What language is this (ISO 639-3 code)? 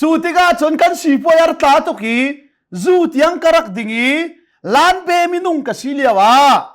cnh